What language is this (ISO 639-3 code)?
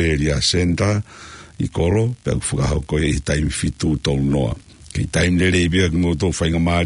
ton